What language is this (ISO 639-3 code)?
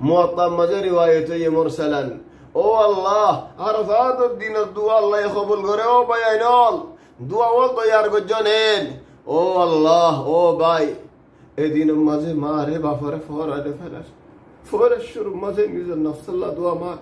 rhg